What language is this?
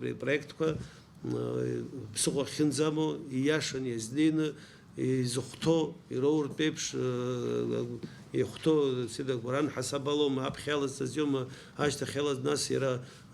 Abkhazian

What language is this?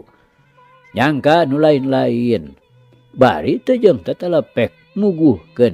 Sundanese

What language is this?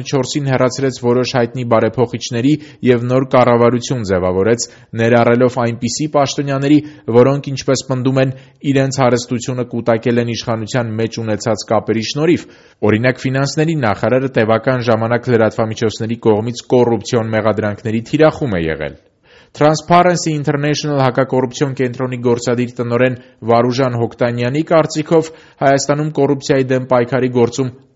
Armenian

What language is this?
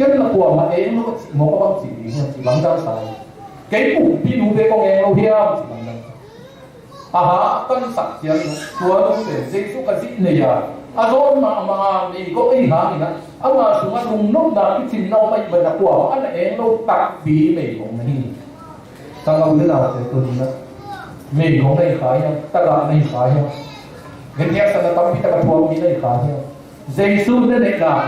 Tedim Chin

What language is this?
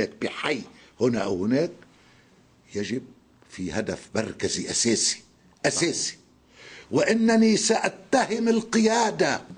North Levantine Arabic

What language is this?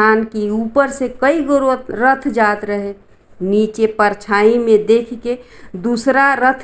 Bhojpuri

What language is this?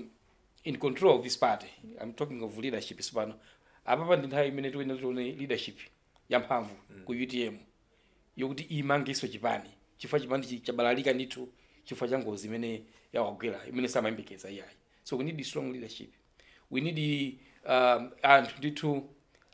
Nyanja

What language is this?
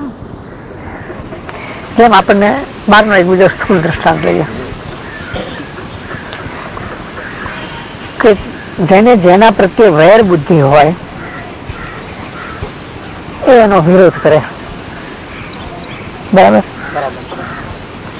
Gujarati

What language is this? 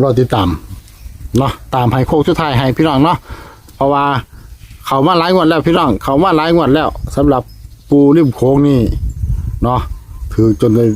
Northeastern Thai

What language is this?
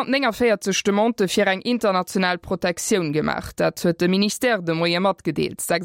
Luxembourgish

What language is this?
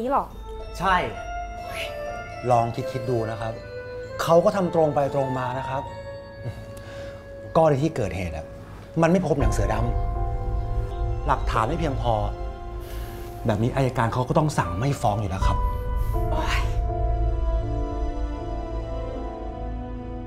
Thai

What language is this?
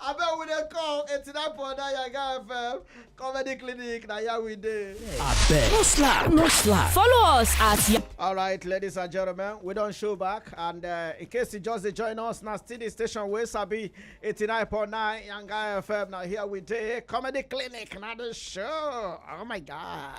Nigerian Pidgin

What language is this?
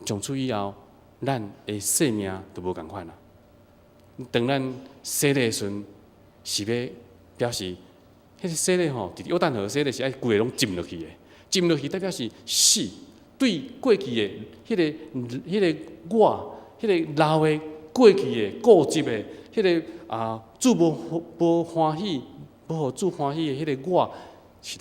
Min Nan Chinese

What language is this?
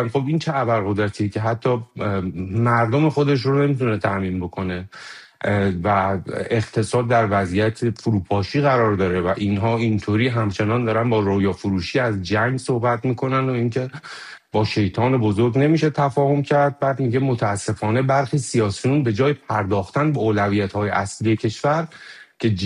Persian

